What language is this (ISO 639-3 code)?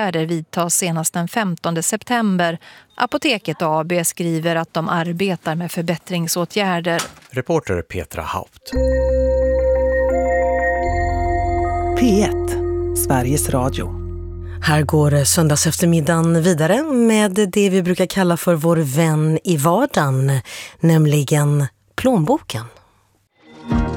swe